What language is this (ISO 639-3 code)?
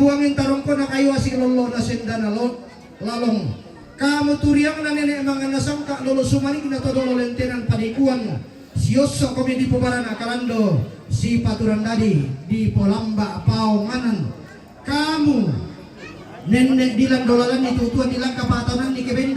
sda